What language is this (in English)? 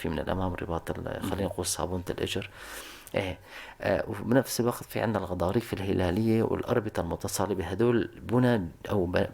North Levantine Arabic